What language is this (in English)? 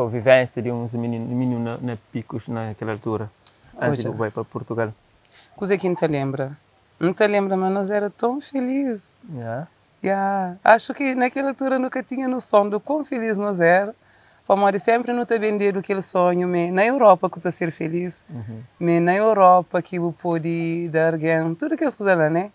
Kabuverdianu